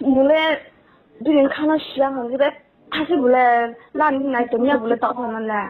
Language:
Riang (India)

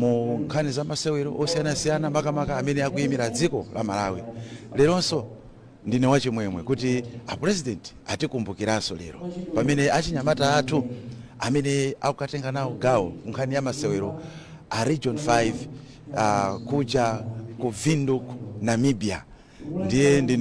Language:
Nyanja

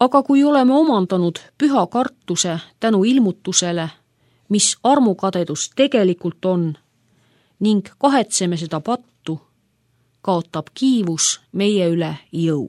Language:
Estonian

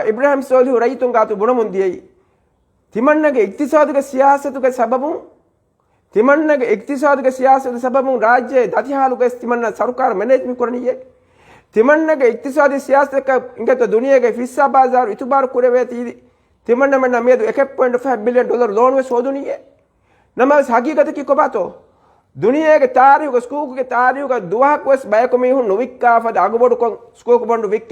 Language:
Divehi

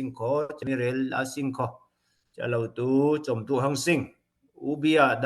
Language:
Falam Chin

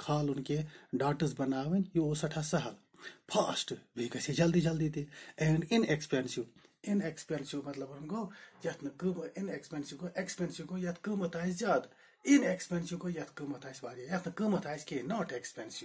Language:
Kashmiri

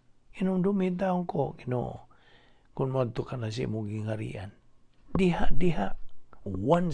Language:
Cebuano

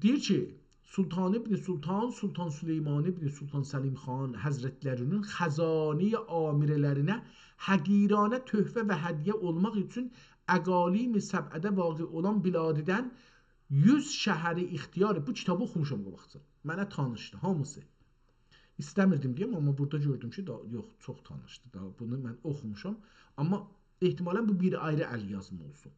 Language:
South Azerbaijani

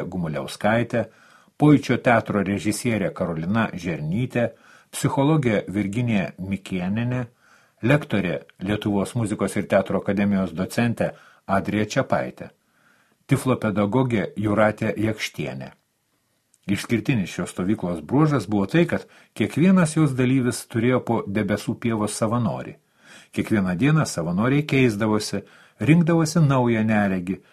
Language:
Lithuanian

